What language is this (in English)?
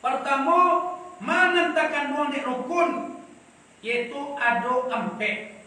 Minangkabau